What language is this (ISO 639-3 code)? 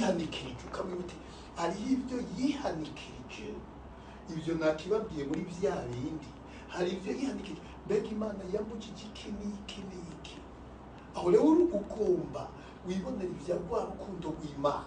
run